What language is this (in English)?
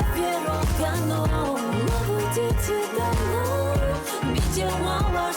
Ossetic